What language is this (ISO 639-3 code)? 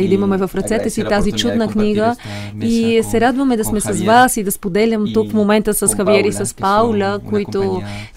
bul